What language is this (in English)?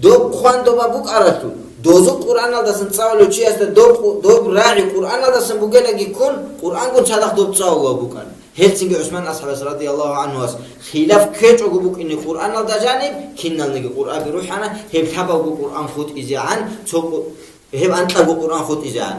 Avaric